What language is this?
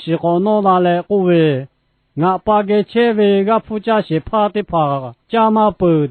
Lahu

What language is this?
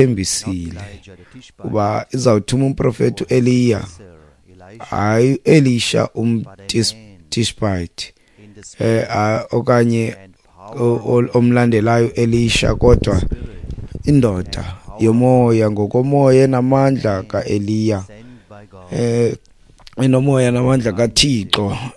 Xhosa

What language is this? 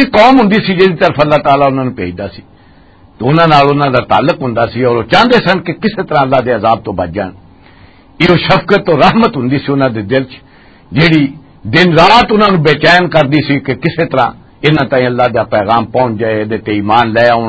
Western Panjabi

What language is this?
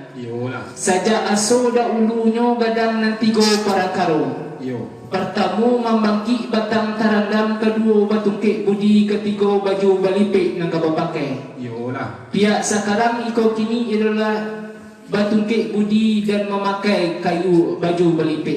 Minangkabau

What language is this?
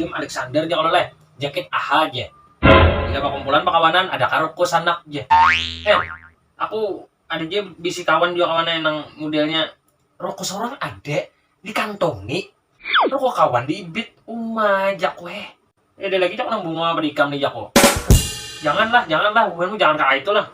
Banjar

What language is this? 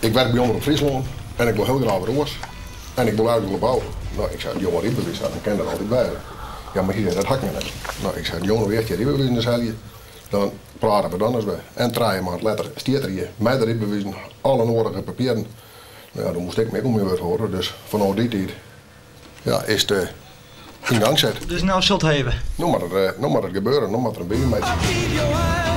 Western Frisian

